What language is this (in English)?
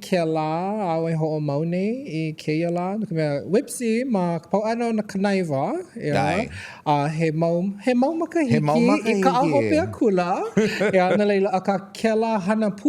Hawaiian